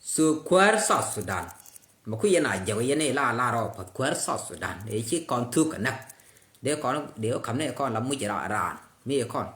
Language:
Nuer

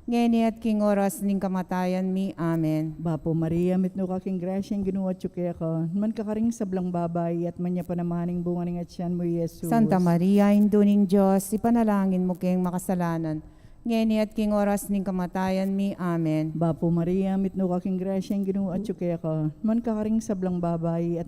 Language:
Pampanga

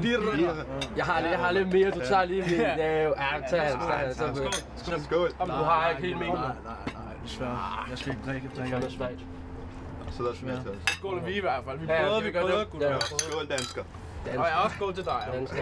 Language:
Danish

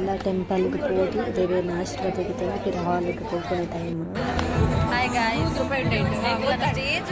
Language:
Tulu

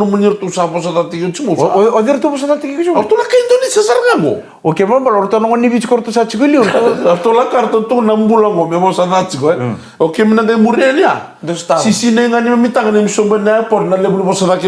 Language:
Fijian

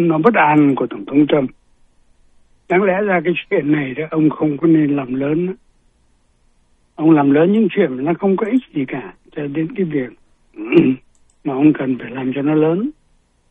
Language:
Vietnamese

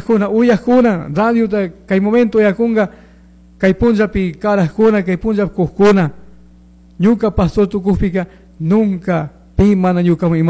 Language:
Chimborazo Highland Quichua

